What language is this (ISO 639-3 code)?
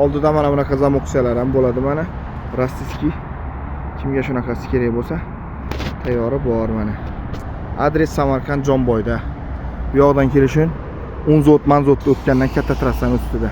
uzb